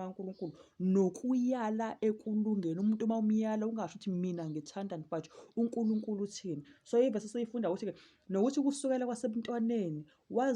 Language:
Zulu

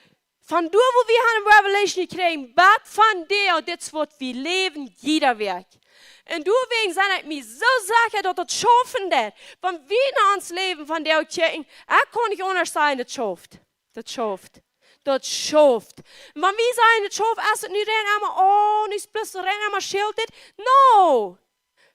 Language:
Plautdietsch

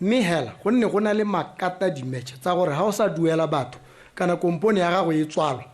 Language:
Tswana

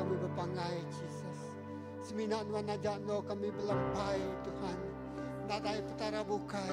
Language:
Iban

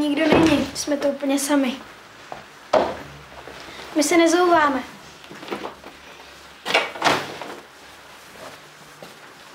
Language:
Czech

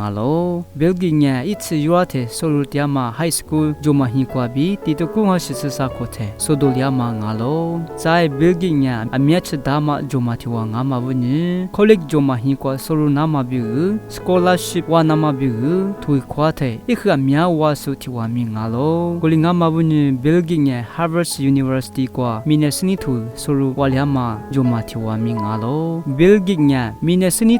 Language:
Lisu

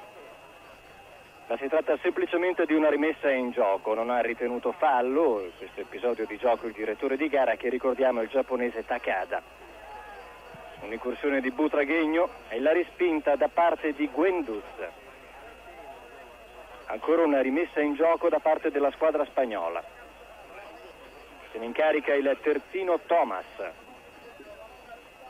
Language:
Italian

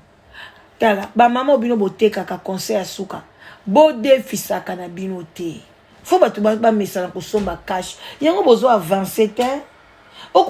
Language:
Lingala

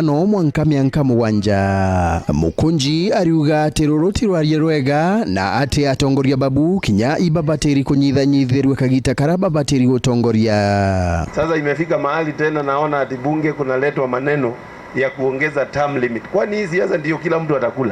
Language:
Meru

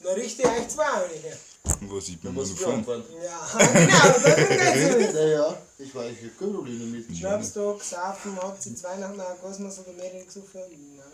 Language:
Bavarian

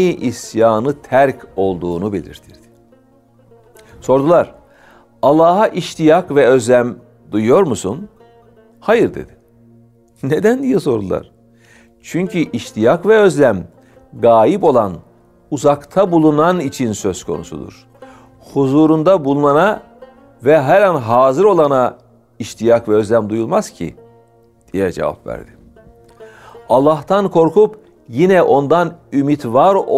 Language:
Turkish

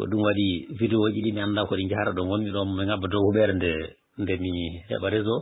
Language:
Fula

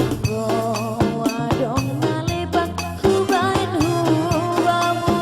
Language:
Batak Simalungun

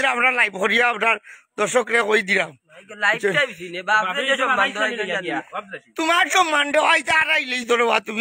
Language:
Sylheti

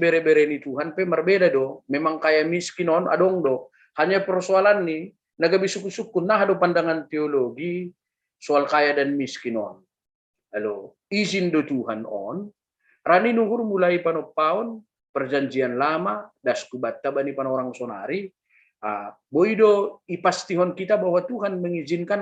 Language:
Batak Simalungun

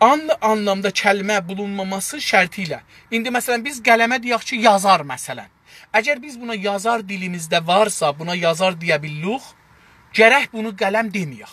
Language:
South Azerbaijani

